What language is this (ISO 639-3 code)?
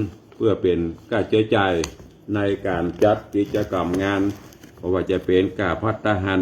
nod